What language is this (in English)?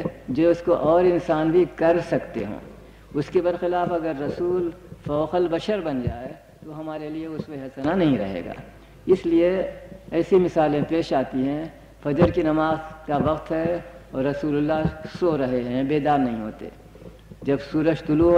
Urdu